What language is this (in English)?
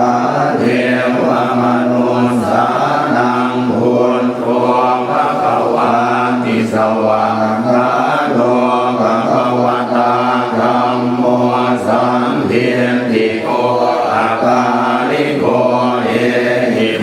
Pali